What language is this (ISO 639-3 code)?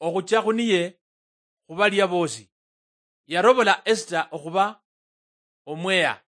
luy